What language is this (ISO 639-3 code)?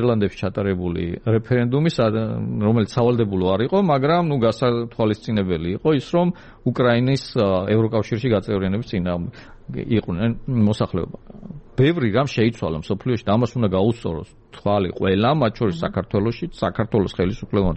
kat